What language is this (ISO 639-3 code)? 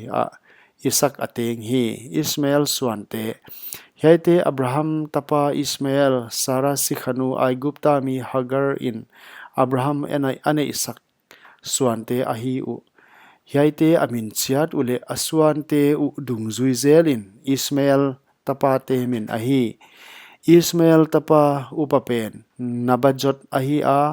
pck